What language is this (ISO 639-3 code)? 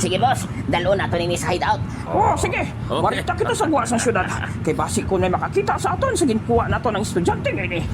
hil